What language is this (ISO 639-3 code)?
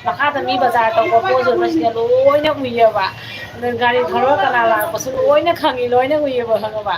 mni